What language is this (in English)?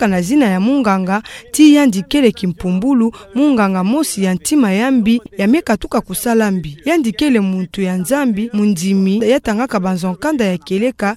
Kituba (Democratic Republic of Congo)